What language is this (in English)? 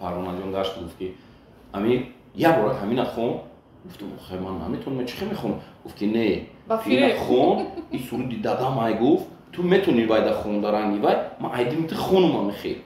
Tajik